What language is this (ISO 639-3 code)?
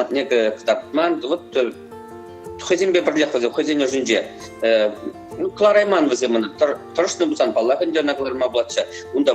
chv